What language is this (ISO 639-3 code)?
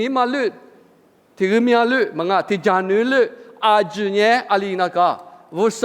lis